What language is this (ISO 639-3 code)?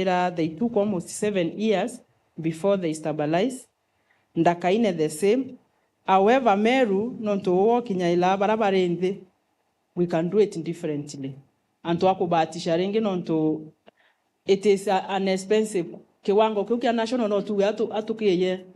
mer